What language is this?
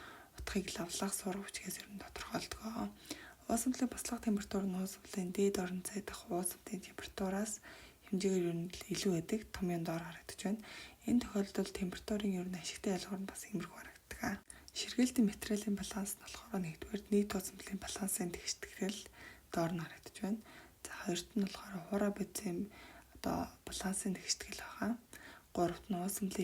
Mongolian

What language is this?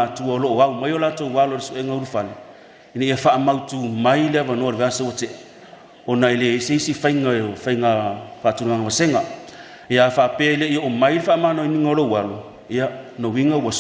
Samoan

